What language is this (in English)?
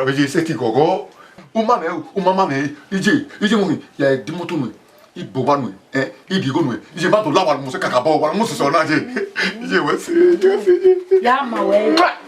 Bini